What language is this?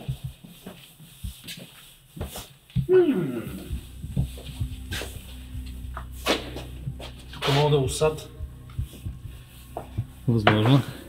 Bulgarian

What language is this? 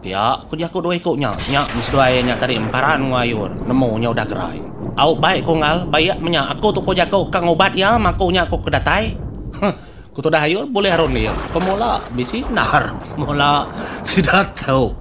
Iban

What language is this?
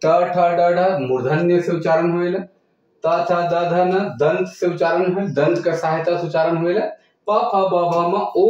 Sadri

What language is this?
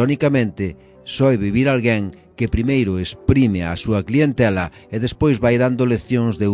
Galician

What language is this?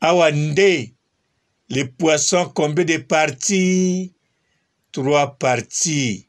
Lingala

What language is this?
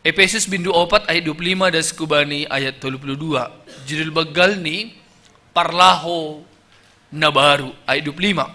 Batak Simalungun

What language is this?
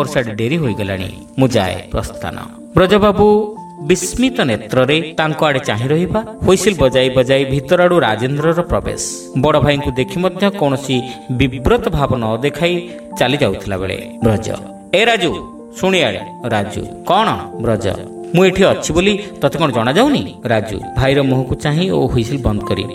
Odia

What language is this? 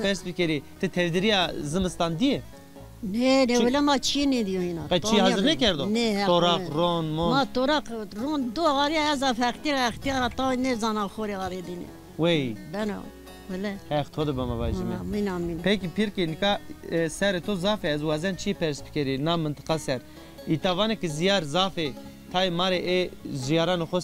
Zaza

